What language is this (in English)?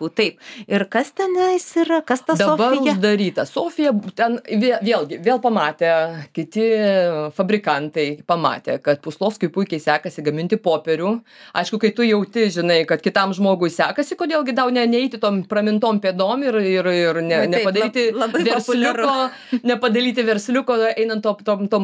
Lithuanian